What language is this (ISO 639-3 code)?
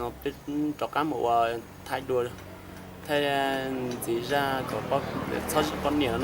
hmn